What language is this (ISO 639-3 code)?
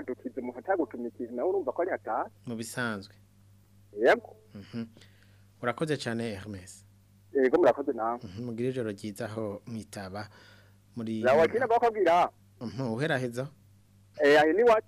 run